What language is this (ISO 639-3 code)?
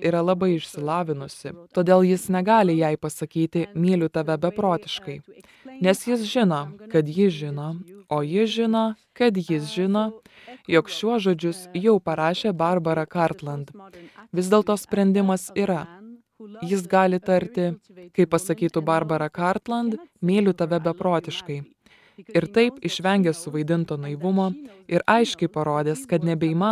lit